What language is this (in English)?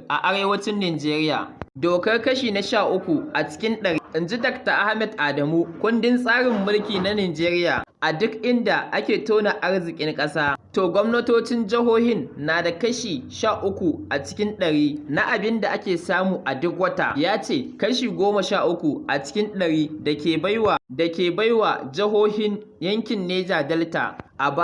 Hausa